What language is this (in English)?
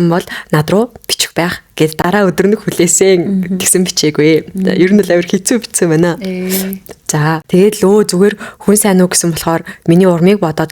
Mongolian